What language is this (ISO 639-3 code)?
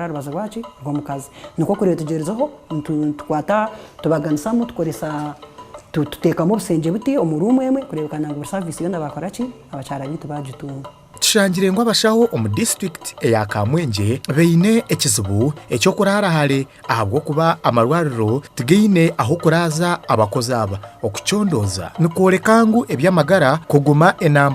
nyn